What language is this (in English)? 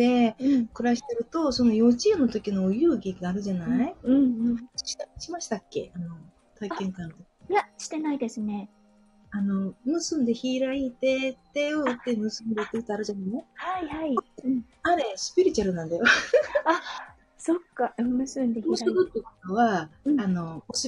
Japanese